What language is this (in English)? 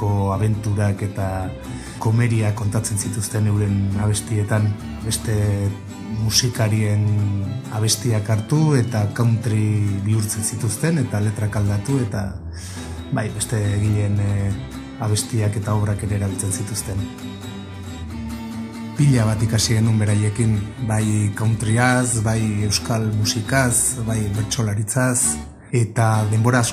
Basque